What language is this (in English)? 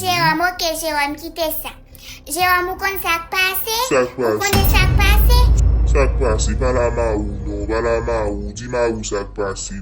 Haitian Creole